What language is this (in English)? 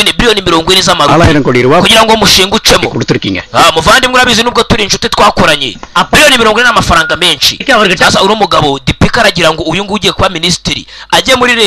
Kinyarwanda